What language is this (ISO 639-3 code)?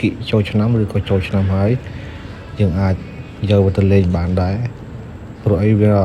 khm